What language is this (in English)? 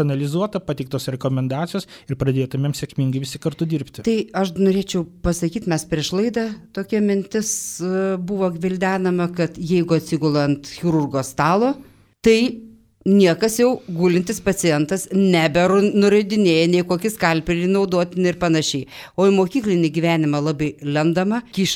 Lithuanian